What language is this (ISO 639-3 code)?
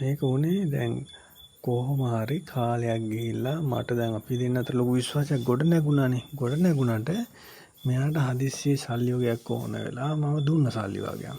sin